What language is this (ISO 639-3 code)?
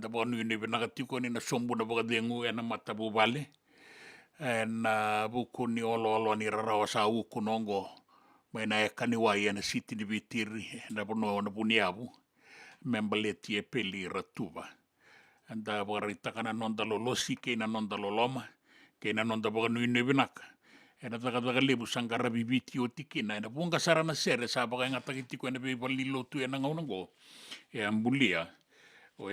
fij